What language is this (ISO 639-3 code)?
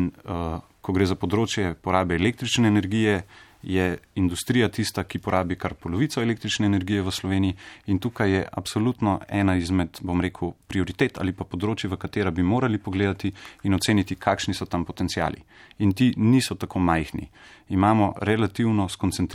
slv